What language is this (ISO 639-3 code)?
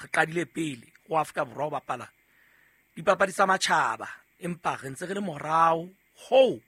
sot